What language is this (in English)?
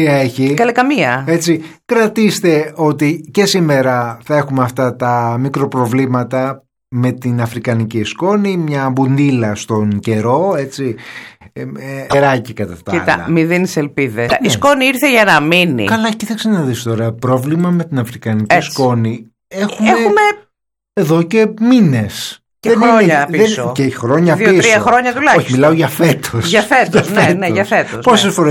Greek